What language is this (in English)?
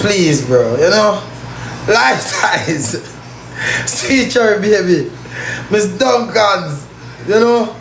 Jamaican Creole English